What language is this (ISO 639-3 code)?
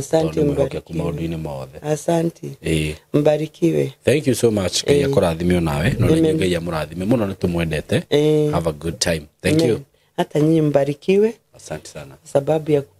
kik